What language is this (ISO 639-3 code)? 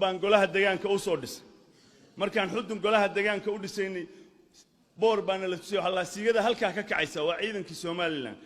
som